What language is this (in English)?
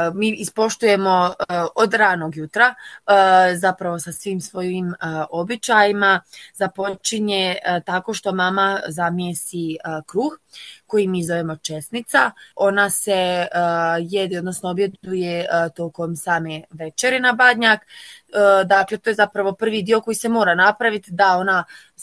Croatian